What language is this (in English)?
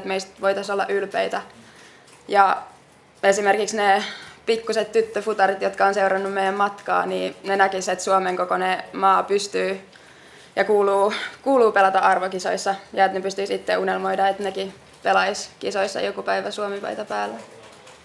Finnish